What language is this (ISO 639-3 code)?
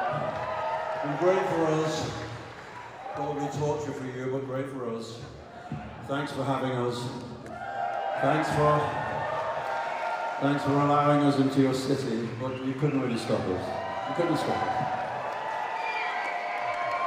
eng